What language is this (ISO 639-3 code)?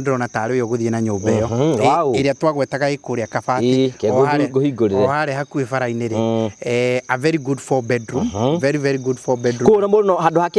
kik